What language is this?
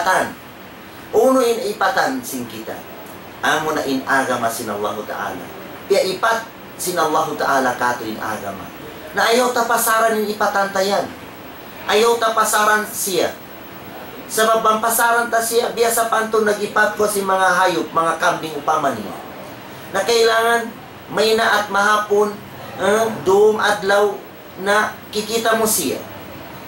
Tausug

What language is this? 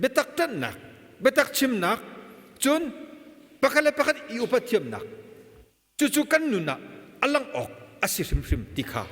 Hakha Chin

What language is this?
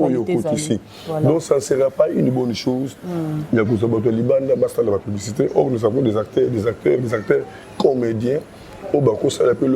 Lingala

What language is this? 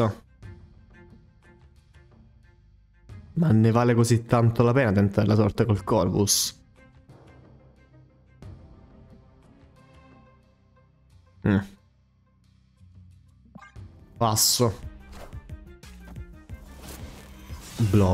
Italian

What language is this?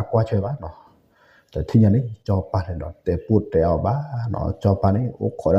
S'gaw Karen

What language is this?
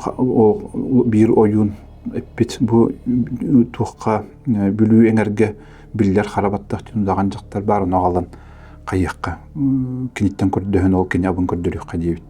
Yakut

